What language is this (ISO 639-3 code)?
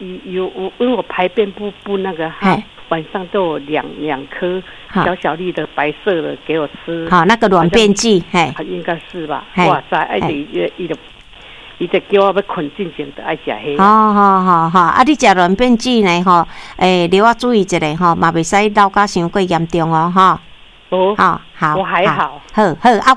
nan